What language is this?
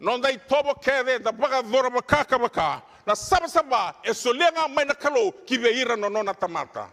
Fijian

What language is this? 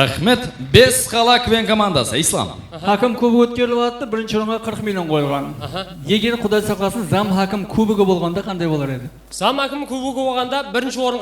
Kara-Kalpak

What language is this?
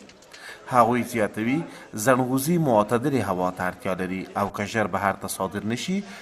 Pashto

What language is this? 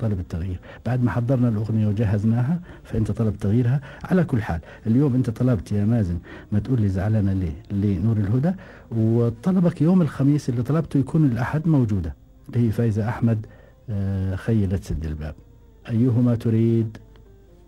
Gulf Arabic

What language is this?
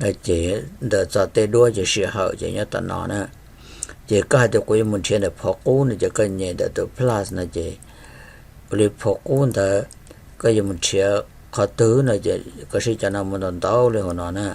Hmong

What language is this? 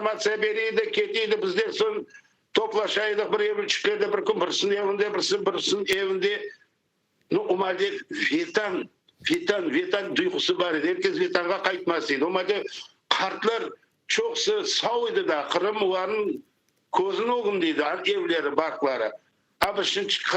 Crimean Tatar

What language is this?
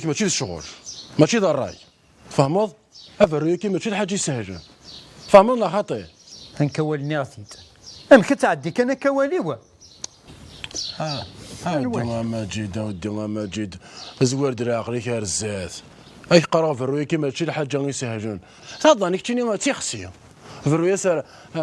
Kabyle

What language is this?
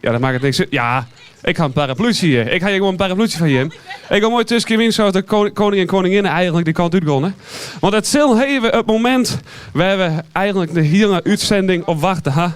Western Frisian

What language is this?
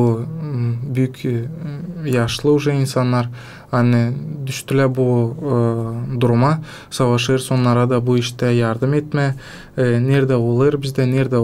Gagauz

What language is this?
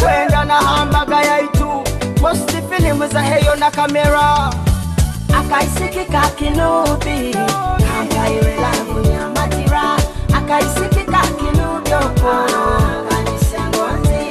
Nyoro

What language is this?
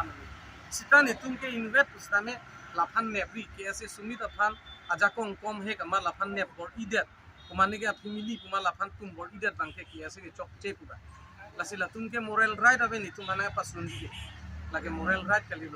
Karbi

